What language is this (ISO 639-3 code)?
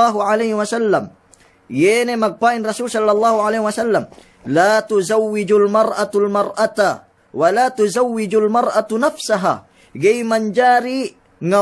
yka